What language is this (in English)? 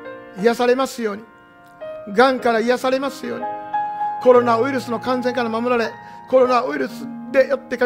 Japanese